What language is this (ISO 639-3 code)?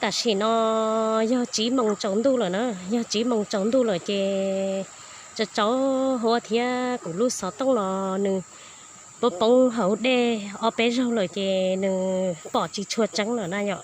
hmn